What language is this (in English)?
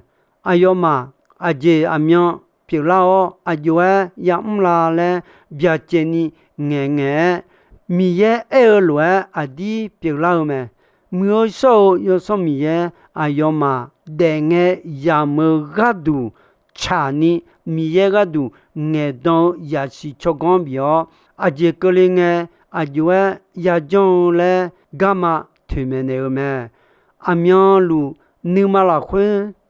Akha